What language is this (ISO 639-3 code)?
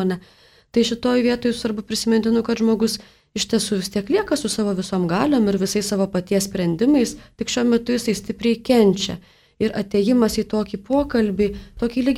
lit